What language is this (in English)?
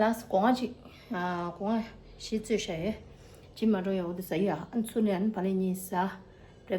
Tibetan